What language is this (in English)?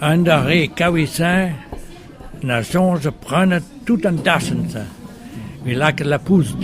Breton